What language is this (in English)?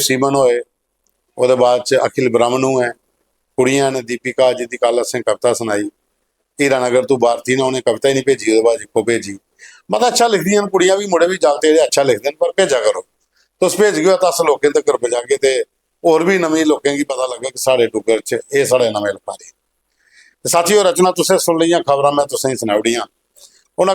Dogri